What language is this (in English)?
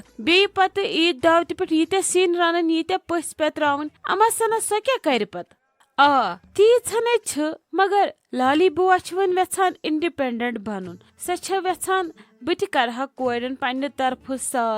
Kashmiri